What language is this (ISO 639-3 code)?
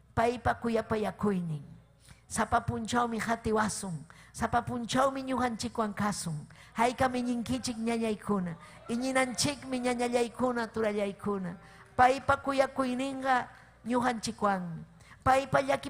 quy